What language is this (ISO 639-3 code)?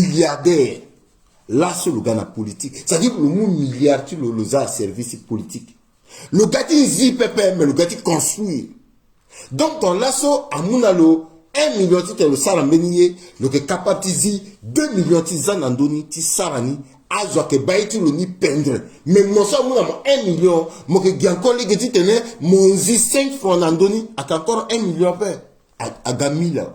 sag